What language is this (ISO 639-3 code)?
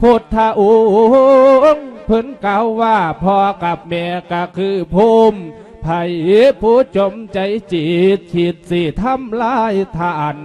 lao